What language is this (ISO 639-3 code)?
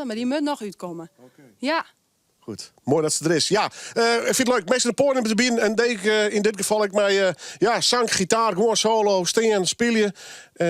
fry